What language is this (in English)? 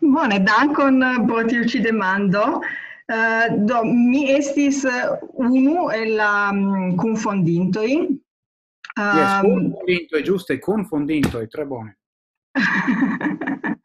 Esperanto